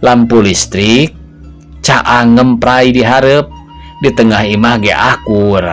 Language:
Sundanese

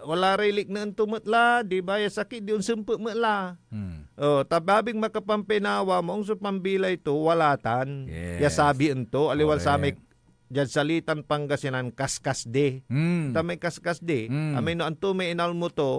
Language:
Pangasinan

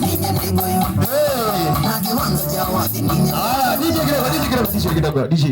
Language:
Kamba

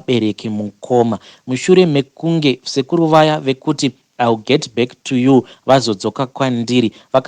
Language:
Shona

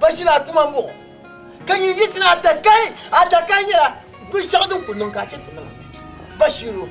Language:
Dagbani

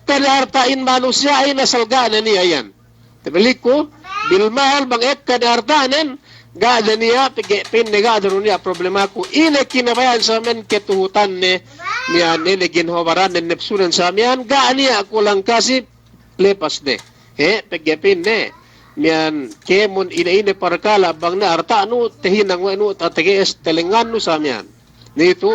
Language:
Yakan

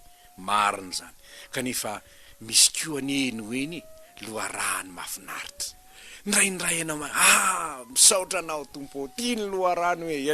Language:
Malagasy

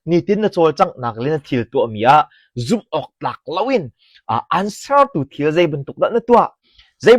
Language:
Hakha Chin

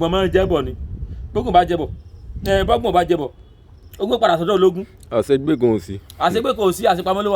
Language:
Yoruba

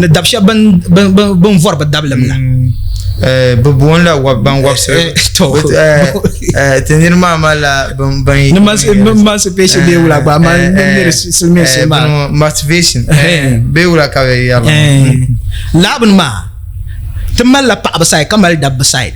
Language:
Dagbani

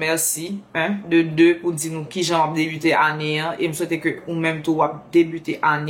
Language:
Haitian Creole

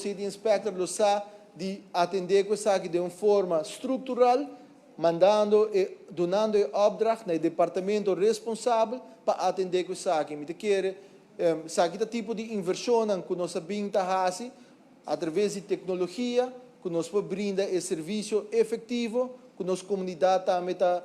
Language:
Papiamento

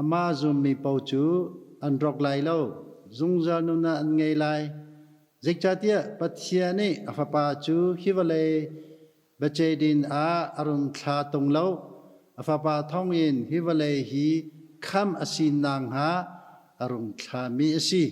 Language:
Hakha Chin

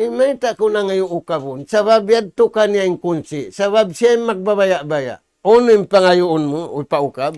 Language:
Tausug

